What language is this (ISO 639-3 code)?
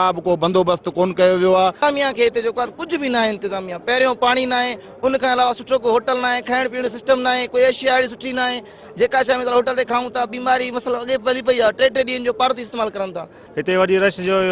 snd